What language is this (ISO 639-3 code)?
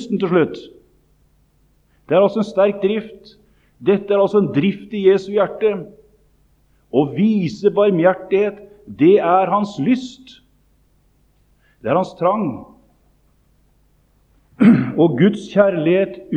nor